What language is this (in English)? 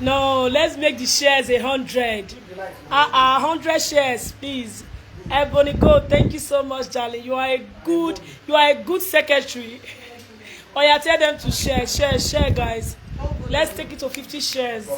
Nigerian Pidgin